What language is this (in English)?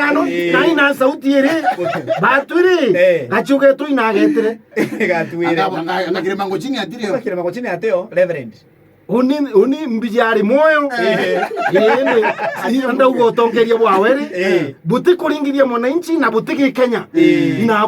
Meru